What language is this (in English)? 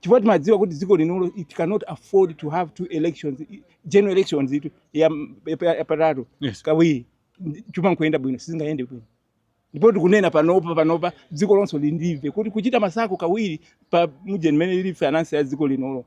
Nyanja